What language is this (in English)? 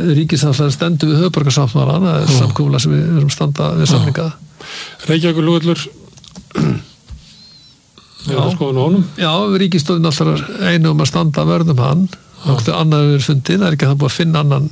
Icelandic